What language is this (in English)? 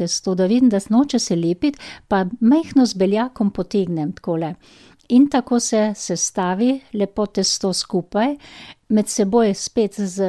Slovenian